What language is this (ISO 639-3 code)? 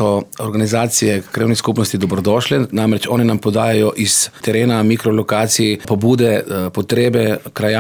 slv